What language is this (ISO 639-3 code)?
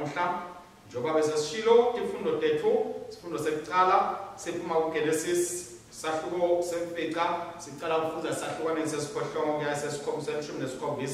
ssw